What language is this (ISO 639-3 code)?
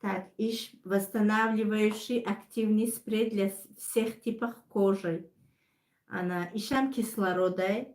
tgk